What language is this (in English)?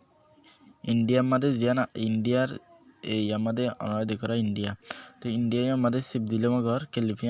Rohingya